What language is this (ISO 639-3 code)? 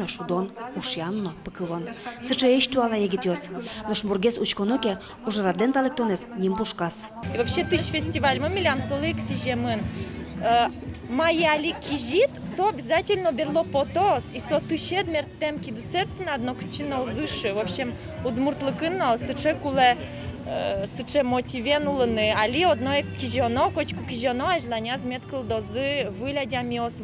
udm